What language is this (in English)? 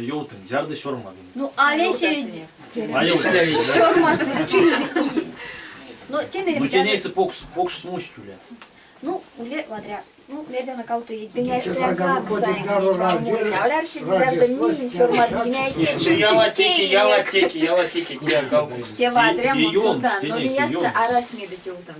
Erzya